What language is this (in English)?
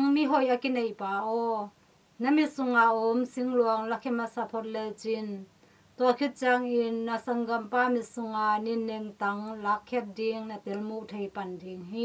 Tedim Chin